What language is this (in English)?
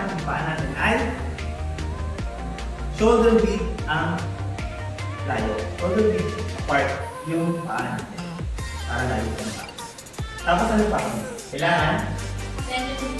Filipino